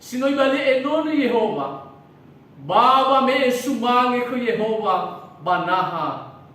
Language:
Nias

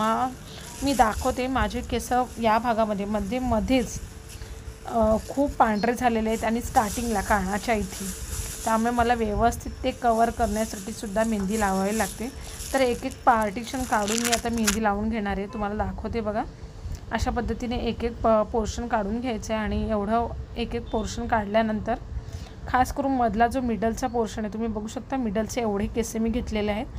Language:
Marathi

